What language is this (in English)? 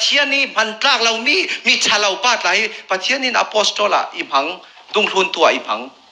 Falam Chin